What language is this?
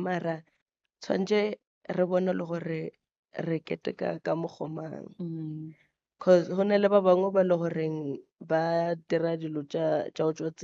Northern Sotho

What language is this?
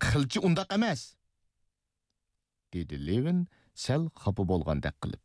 Uyghur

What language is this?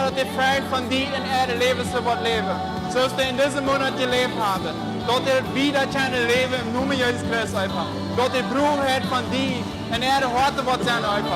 Plautdietsch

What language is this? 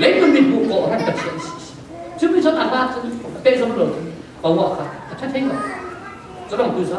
Falam Chin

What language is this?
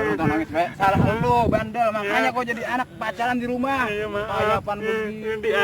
Betawi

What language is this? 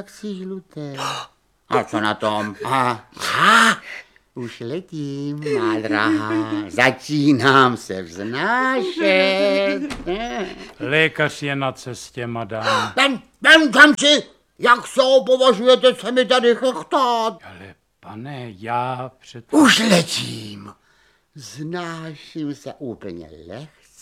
Czech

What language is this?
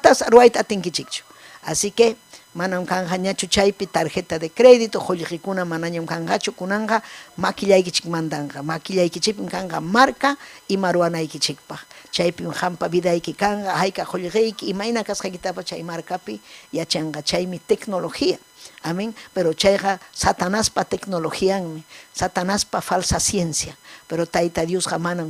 Ayacucho Quechua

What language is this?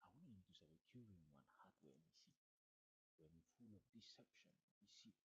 Bislama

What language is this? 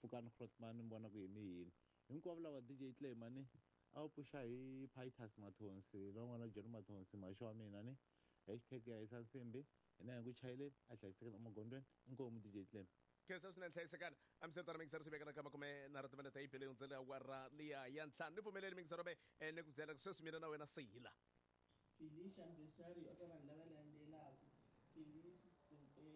Tsonga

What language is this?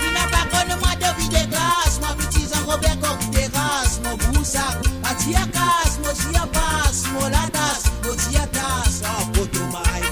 Morisyen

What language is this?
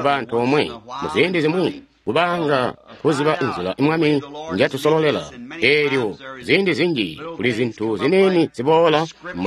Tonga (Zambia)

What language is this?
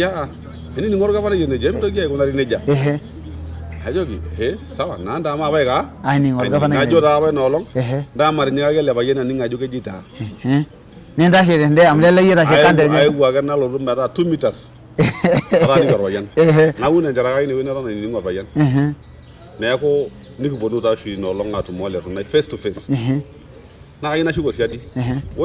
Masai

